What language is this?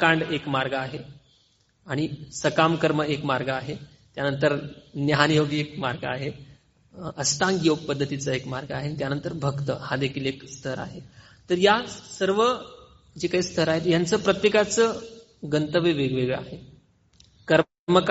Marathi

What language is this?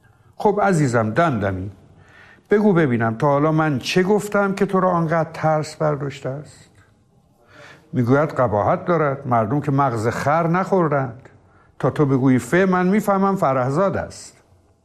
Persian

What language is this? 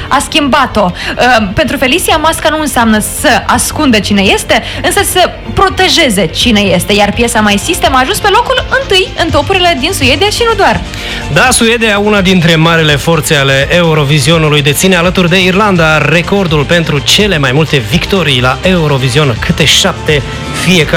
Romanian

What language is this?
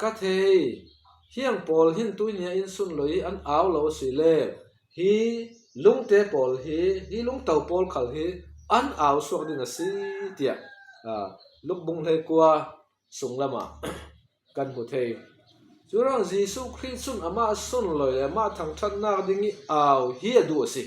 Falam Chin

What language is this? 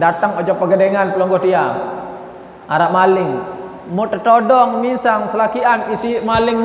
Sasak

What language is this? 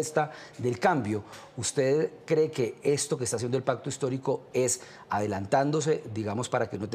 Spanish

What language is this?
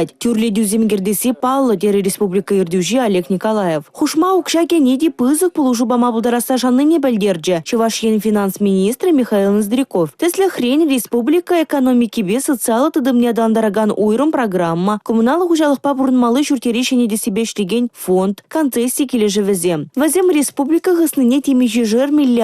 Chuvash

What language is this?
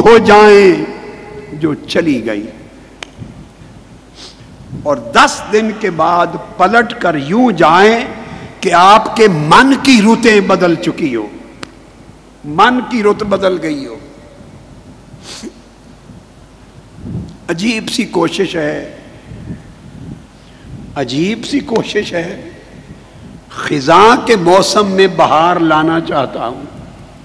Urdu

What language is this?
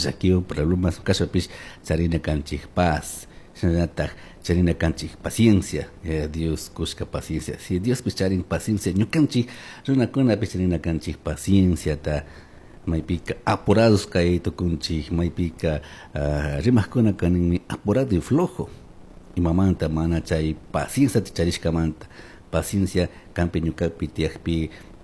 Chimborazo Highland Quichua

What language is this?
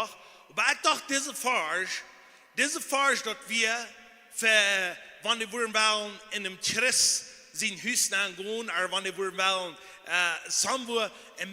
Plautdietsch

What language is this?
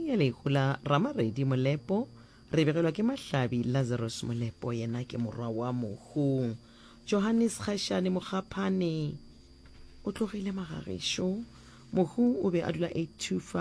Northern Sotho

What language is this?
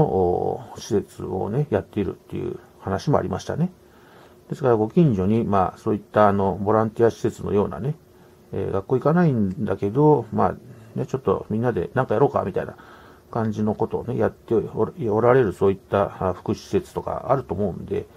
Japanese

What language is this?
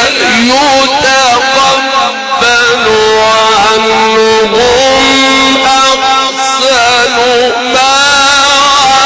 Arabic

